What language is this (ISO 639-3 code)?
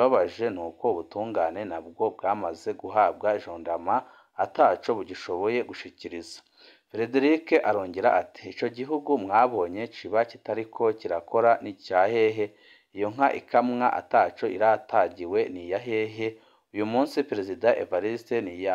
run